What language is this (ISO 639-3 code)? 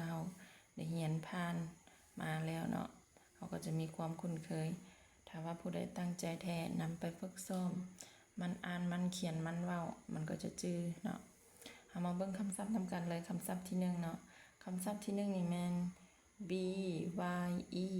lao